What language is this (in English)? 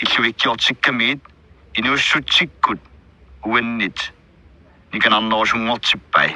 Kalaallisut